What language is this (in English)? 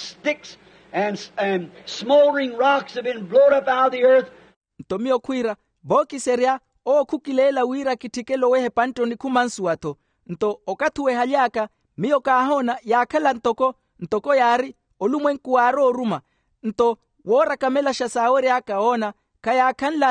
Makhuwa